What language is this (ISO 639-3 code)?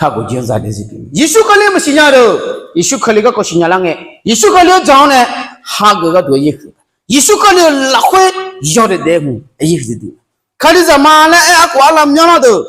ahk